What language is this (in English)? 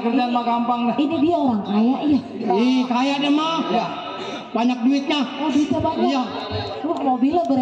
Betawi